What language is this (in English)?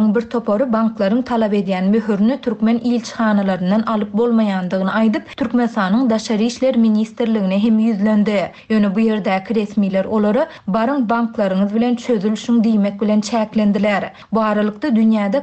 Turkmen